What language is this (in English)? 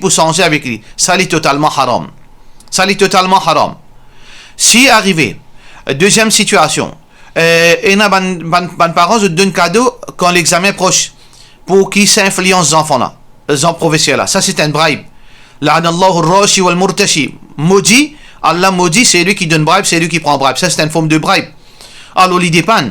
Morisyen